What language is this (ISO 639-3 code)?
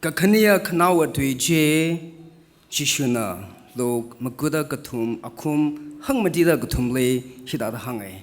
nmf